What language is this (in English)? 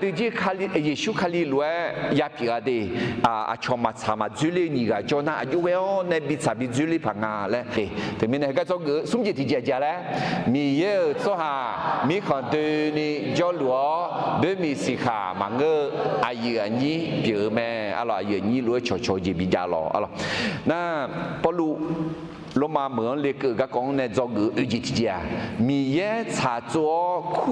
Akha